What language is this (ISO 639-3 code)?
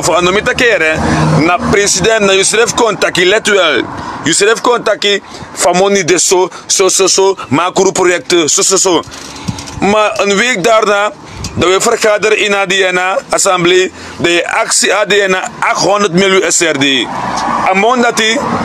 srn